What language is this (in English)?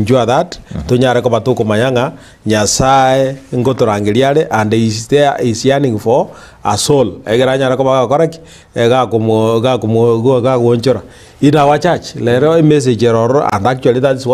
Gusii